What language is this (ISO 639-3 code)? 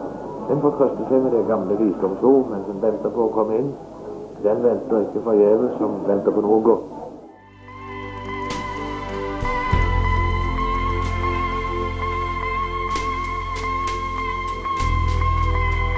nor